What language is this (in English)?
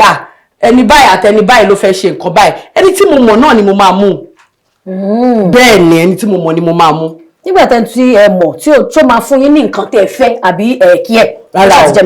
Yoruba